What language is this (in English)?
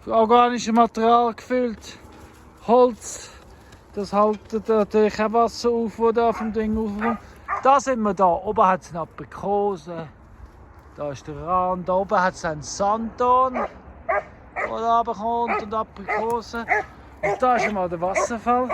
Swiss German